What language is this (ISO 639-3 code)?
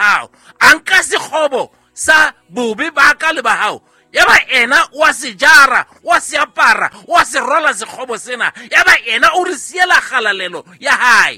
sot